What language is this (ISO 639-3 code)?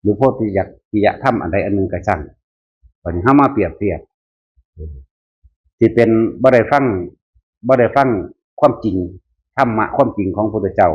tts